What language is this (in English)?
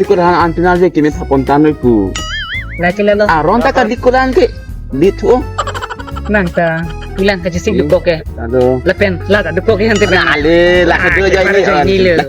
Karbi